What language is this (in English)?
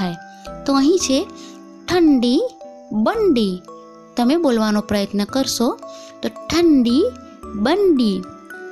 Gujarati